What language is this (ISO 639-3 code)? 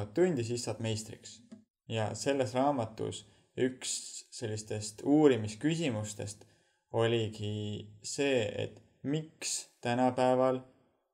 est